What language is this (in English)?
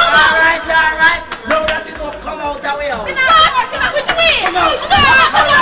Jamaican Creole English